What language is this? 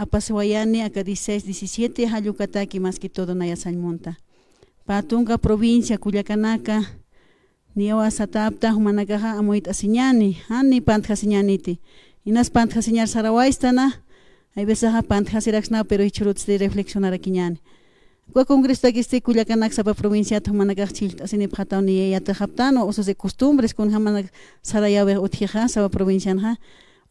Aymara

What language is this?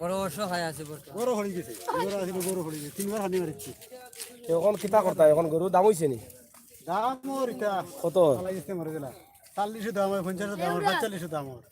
Sylheti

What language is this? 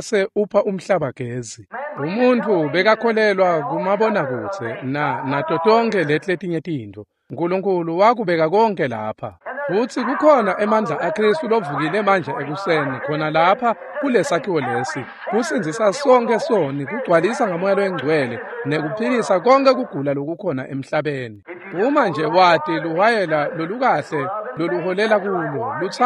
Swati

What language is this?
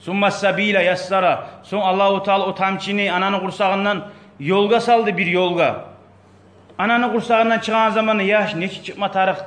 Kumyk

